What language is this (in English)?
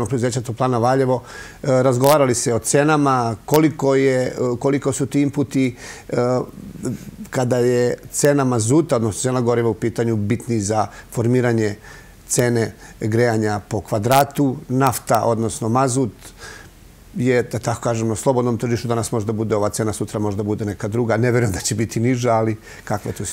Serbian